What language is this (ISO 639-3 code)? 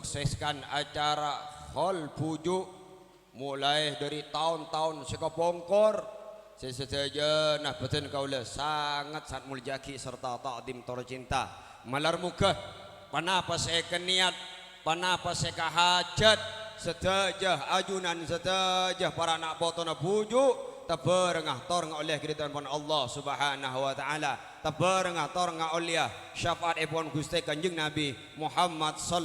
mad